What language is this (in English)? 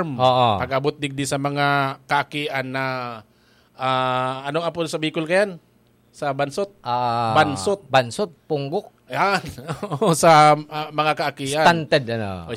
Bikol